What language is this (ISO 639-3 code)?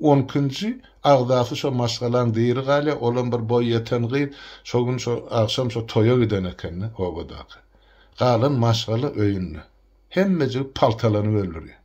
tuk